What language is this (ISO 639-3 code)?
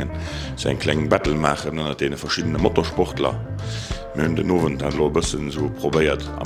ltz